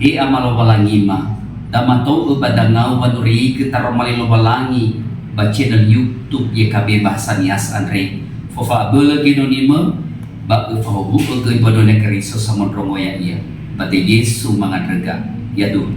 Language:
Nias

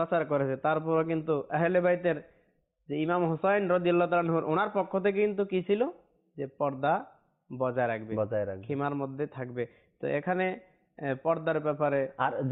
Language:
Bangla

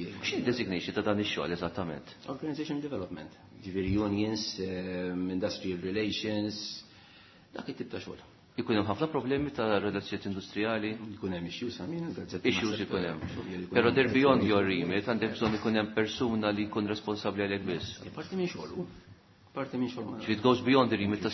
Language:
Maltese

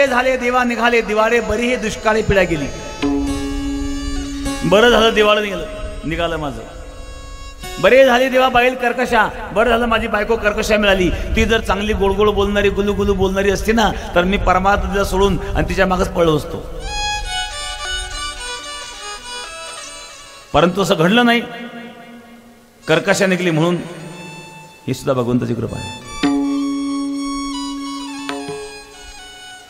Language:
Marathi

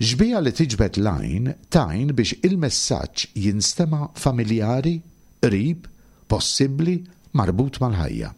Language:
Maltese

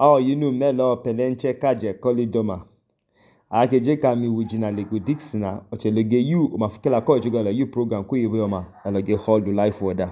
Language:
Idoma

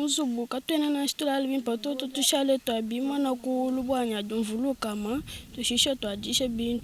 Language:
Luba-Lulua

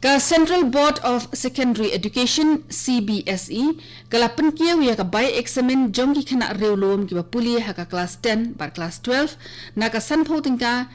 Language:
Khasi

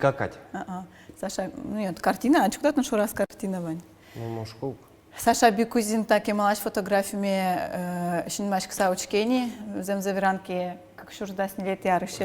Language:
Udmurt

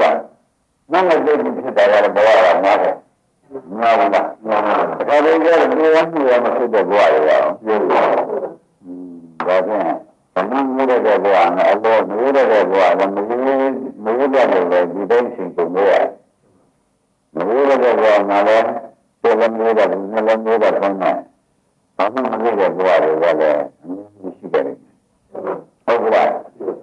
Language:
Burmese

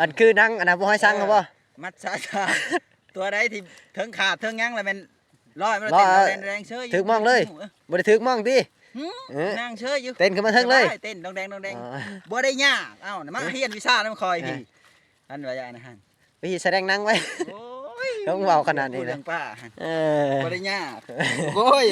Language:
Lao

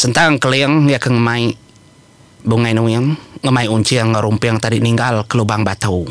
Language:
Iban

